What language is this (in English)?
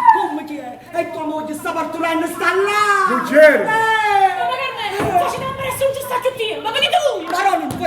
Neapolitan